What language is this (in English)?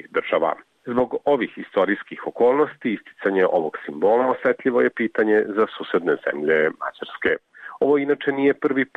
Serbian